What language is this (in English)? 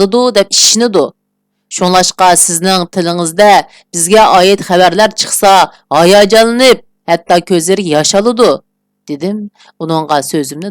Uyghur